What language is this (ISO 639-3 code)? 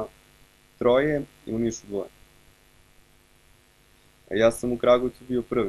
srp